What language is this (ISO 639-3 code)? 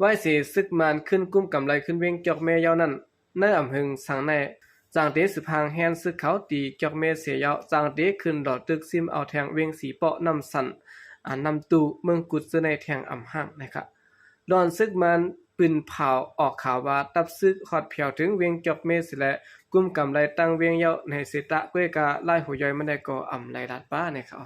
shn